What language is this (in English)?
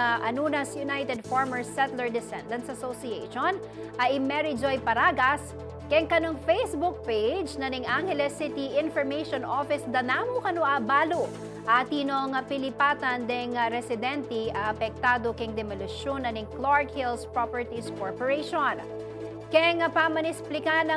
Pampanga